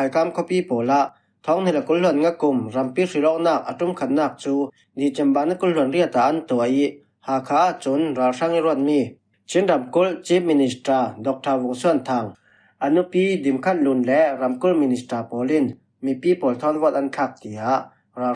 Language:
Falam Chin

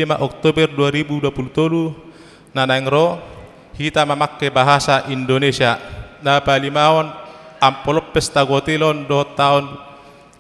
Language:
Batak Toba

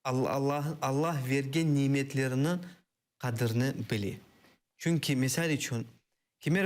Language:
Crimean Tatar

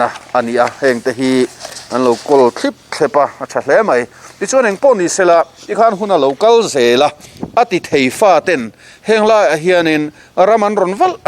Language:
Mizo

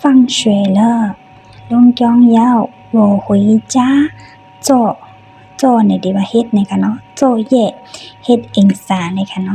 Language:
Shan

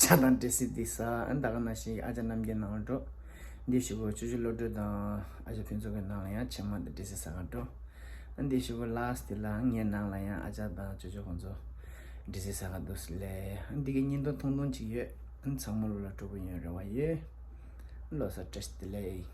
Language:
Tibetan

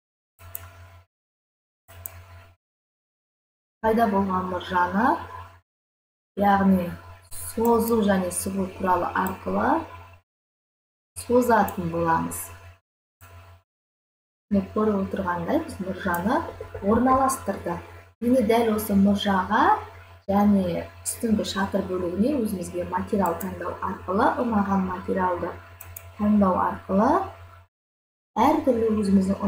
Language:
Kazakh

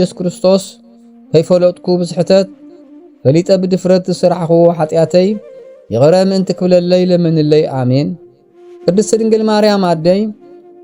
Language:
Tigrinya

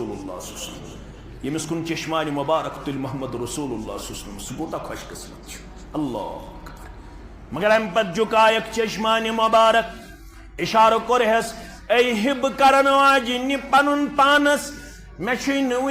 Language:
Kashmiri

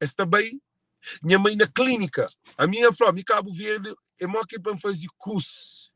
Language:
Kabuverdianu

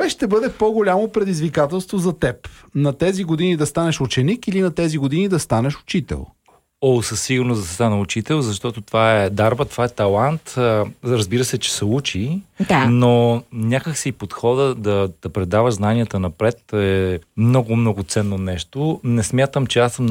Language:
Bulgarian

